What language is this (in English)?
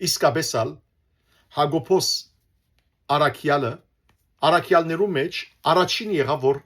Western Armenian